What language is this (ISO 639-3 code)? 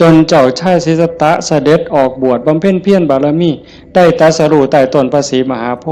lao